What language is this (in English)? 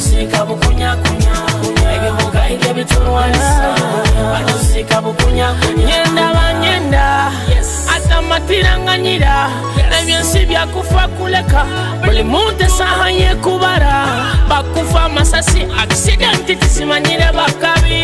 Nyoro